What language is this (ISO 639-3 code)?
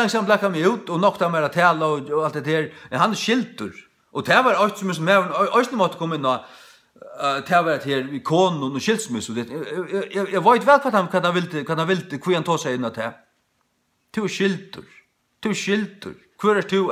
fao